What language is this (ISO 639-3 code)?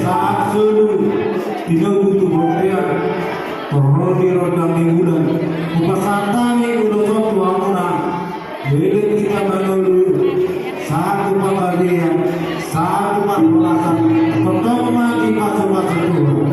bbc